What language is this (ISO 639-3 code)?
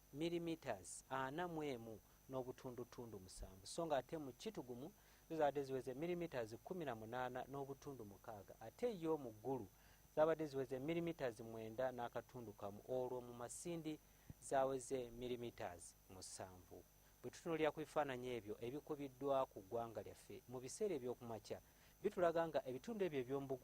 lug